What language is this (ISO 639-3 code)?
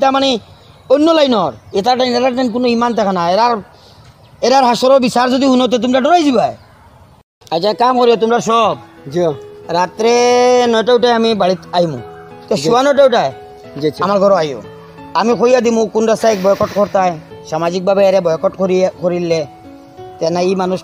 syl